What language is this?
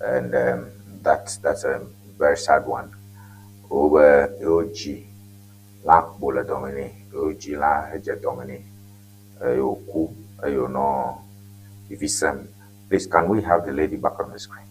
Ewe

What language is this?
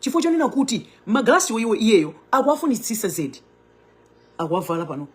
Nyanja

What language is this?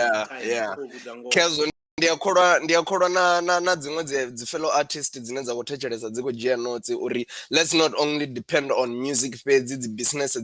Venda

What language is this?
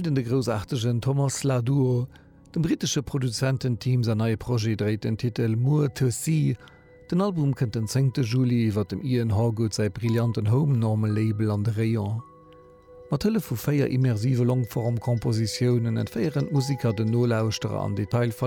Luxembourgish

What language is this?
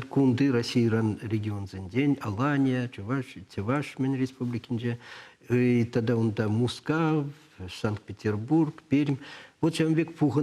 Chuvash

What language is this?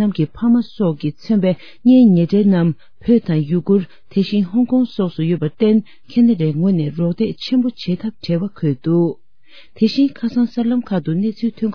Tibetan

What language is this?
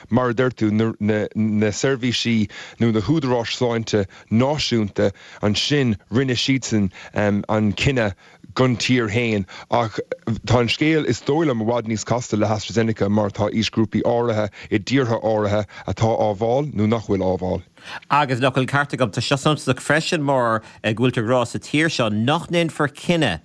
Irish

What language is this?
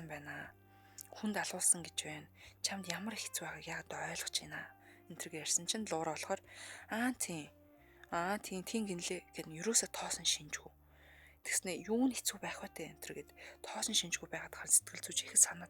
Mongolian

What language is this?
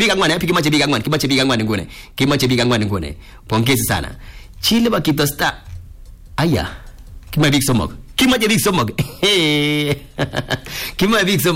Swahili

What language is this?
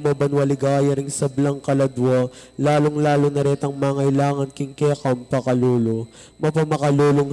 Pampanga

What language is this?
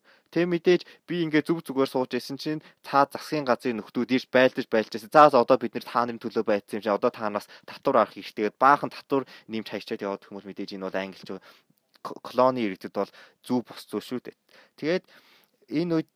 Mongolian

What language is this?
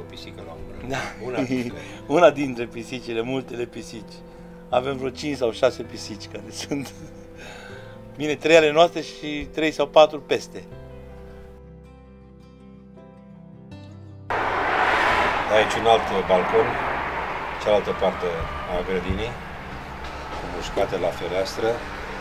Romanian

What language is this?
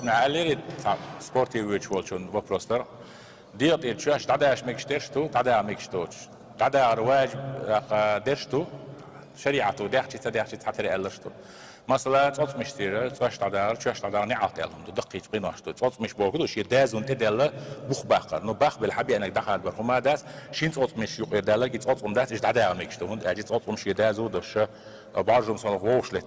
Chechen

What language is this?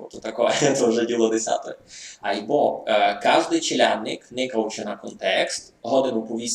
Rusyn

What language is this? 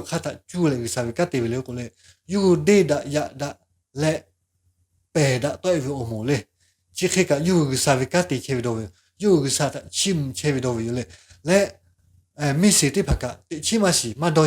Lahu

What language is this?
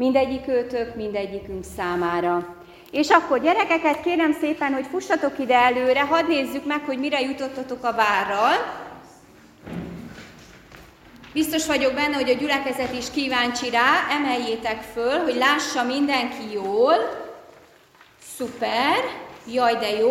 Hungarian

